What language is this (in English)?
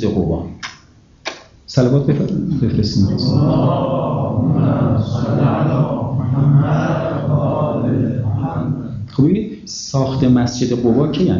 Persian